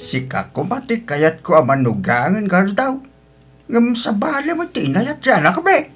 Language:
Iloko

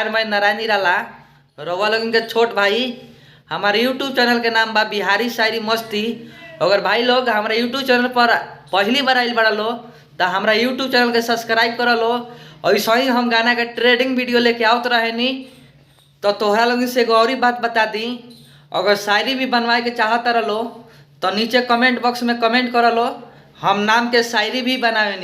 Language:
Bhojpuri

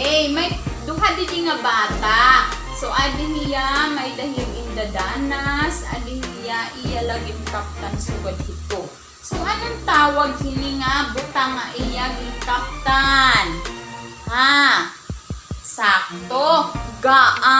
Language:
Waray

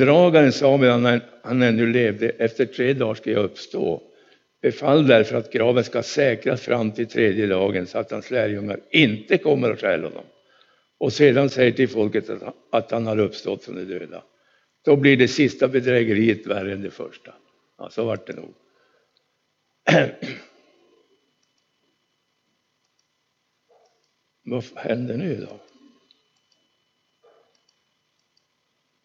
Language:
Swedish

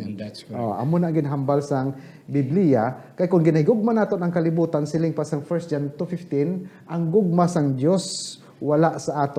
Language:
Hiligaynon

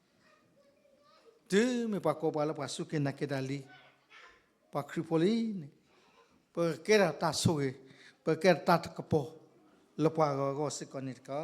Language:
S'gaw Karen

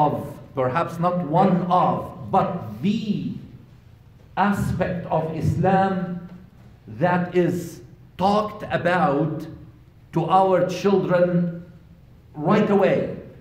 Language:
English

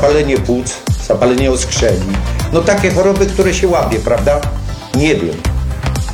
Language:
Polish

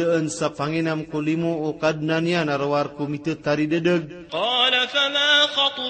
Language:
Maranao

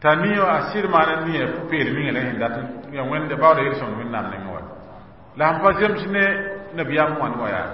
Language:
Mossi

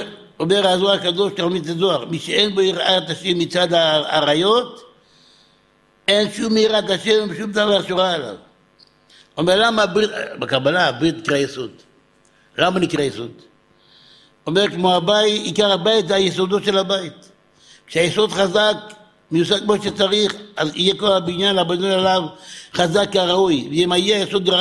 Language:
Hebrew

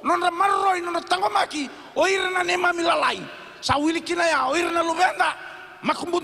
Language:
Fijian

